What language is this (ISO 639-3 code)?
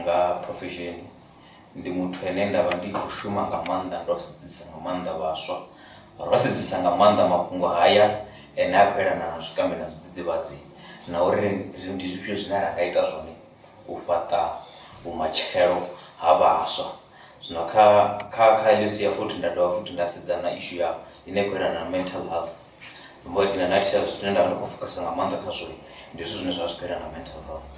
ven